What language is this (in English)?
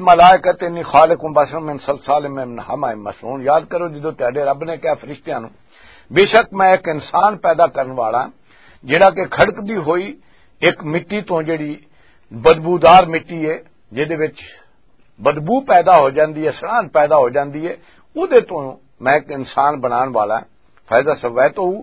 Western Panjabi